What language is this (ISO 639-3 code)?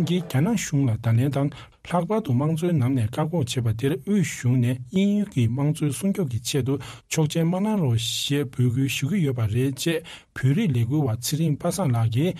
bod